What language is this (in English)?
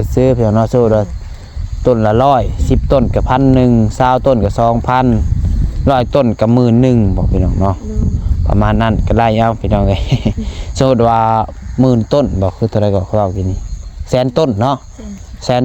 Northeastern Thai